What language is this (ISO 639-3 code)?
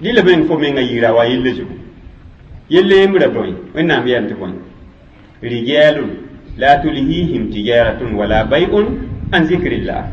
mos